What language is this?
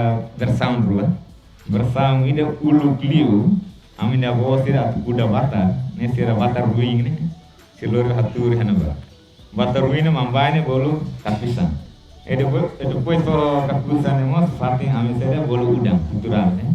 Tetum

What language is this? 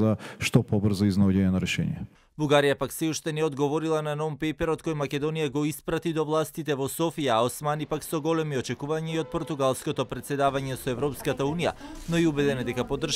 Macedonian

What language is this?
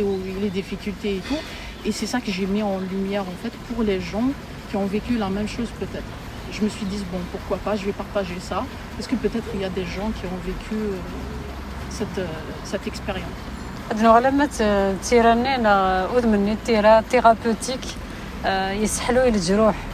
Kabyle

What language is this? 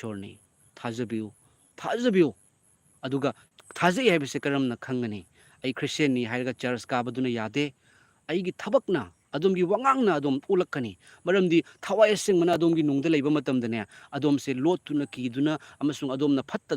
Manipuri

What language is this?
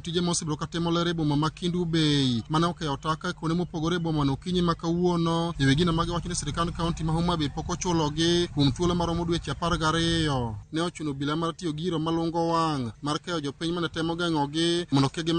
Luo (Kenya and Tanzania)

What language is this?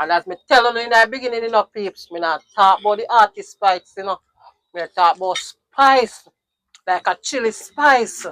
Jamaican Creole English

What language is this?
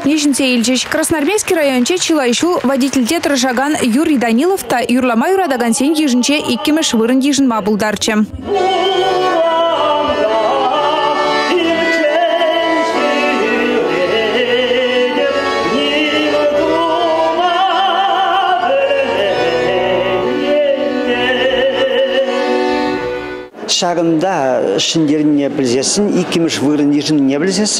Chuvash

